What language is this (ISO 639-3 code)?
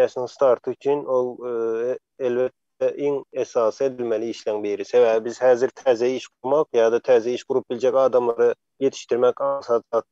tuk